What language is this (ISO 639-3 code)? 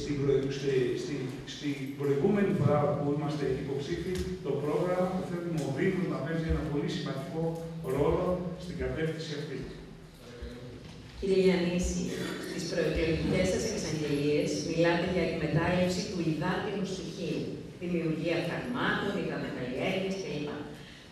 ell